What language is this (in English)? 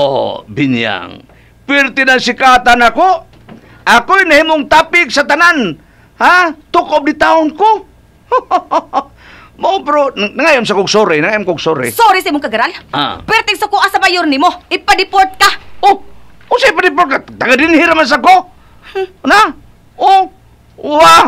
Cebuano